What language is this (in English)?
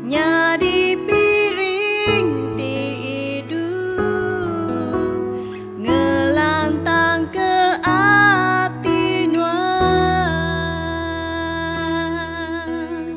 Iban